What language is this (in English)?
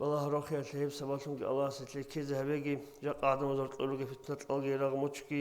Avaric